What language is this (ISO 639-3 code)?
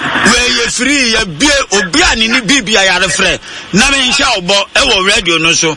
aka